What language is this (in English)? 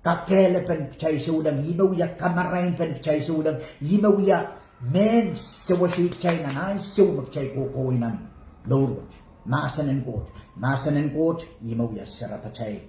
Pohnpeian